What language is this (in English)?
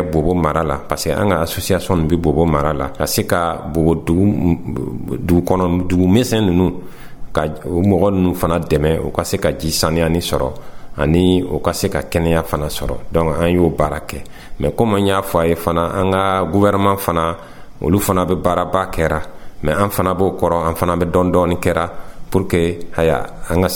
Dyula